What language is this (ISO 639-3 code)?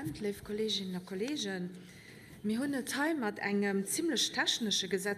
ltz